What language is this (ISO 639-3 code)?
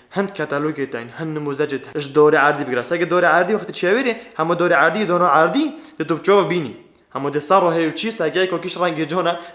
kur